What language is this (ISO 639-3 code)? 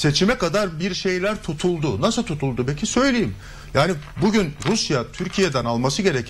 tur